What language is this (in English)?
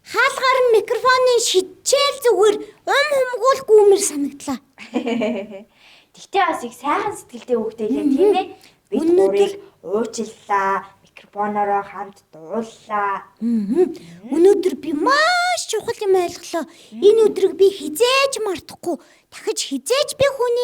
Mongolian